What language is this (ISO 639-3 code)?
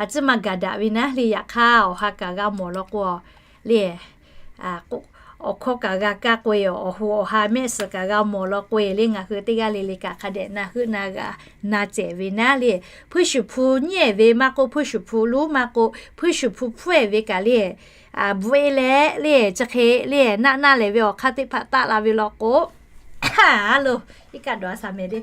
lhu